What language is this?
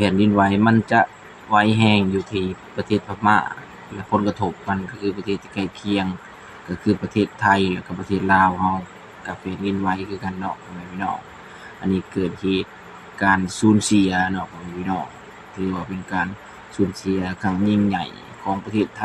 Lao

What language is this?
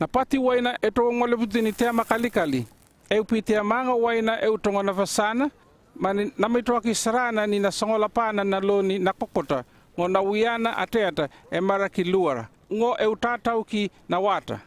North Efate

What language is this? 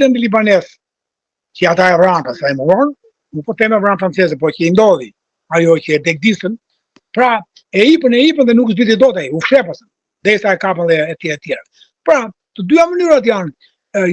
Albanian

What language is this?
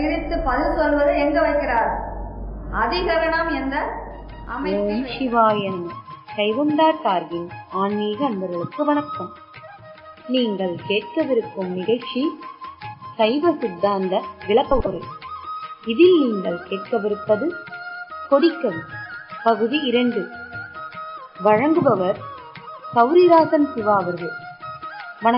Tamil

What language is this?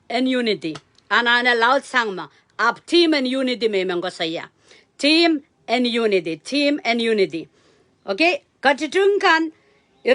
Pohnpeian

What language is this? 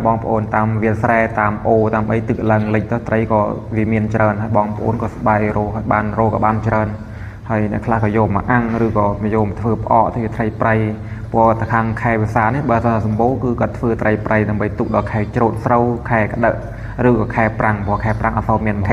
Khmer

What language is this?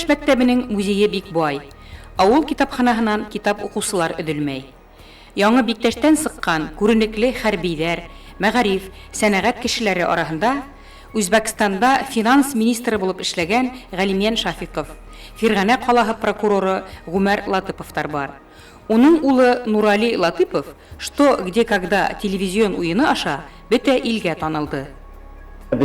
Bashkir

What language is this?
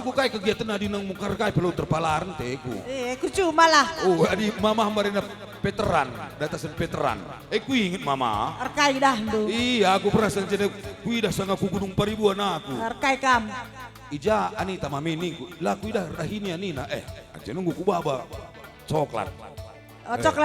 Batak Karo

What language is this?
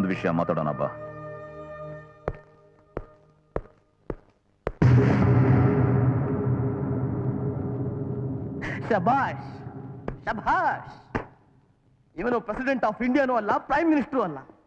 Kannada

